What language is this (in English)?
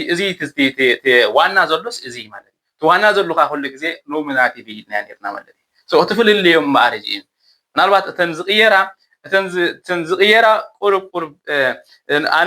Tigrinya